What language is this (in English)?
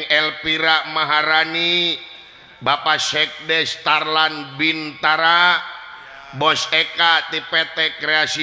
Sundanese